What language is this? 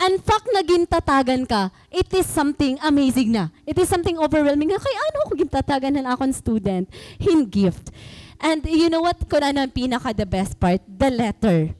Waray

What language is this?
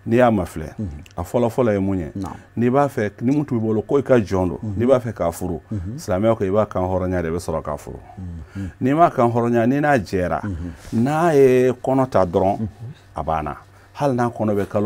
Bambara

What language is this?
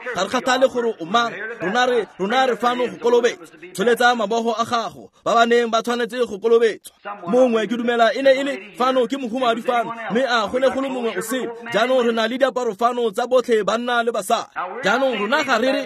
Tswana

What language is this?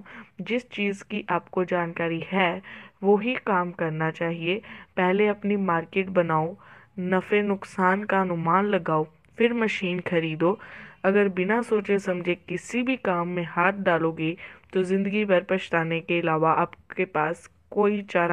Hindi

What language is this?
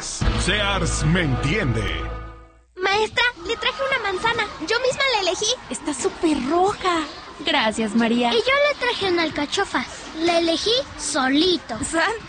Spanish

